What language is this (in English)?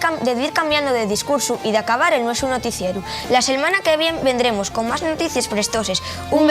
Asturian